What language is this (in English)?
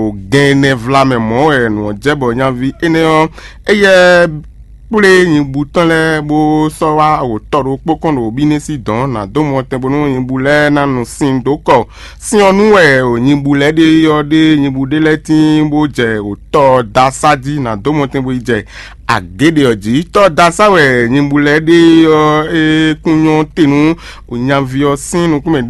Fon